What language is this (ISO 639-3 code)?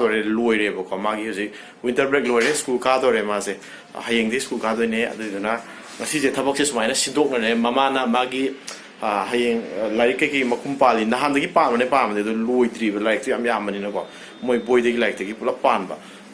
mni